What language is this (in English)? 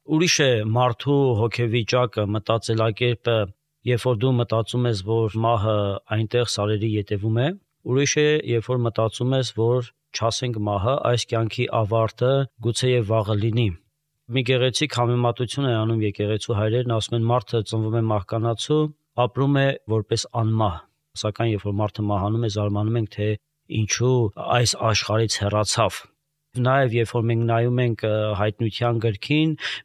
Armenian